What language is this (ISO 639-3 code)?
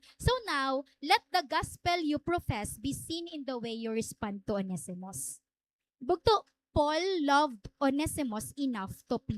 war